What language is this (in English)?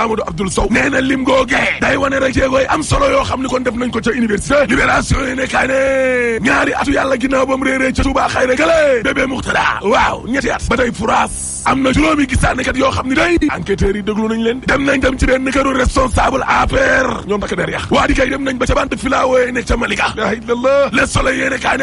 Wolof